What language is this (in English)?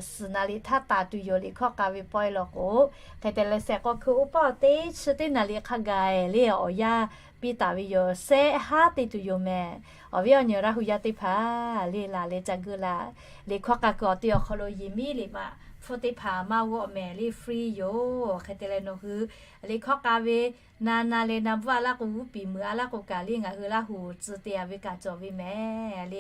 Lahu